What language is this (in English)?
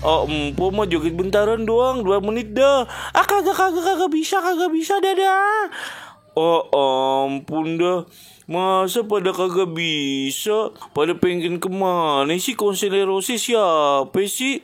Betawi